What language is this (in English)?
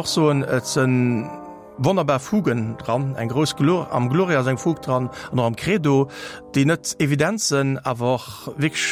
Luxembourgish